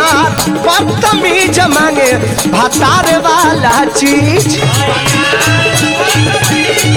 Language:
Bhojpuri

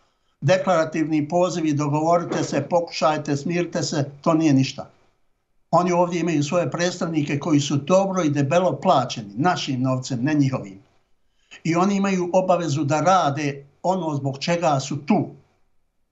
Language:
Bosnian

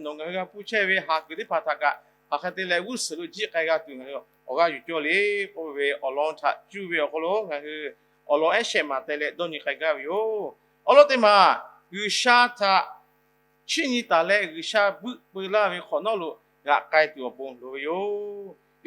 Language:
Lahu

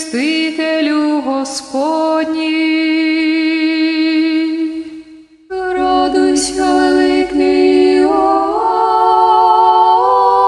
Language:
Ukrainian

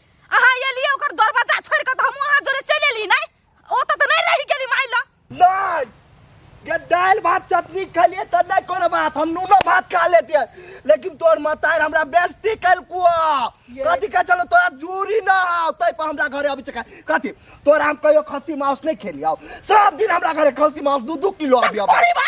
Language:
Maithili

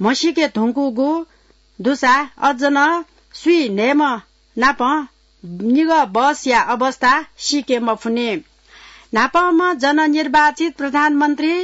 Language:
Newari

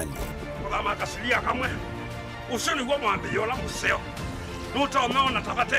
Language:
Kamba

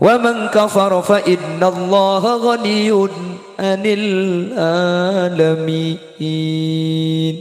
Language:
Madurese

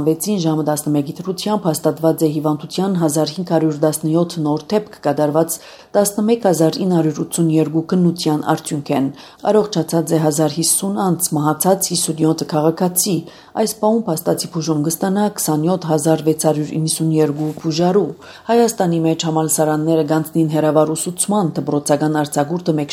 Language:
Armenian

